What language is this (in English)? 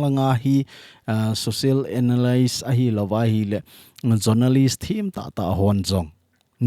Thado Chin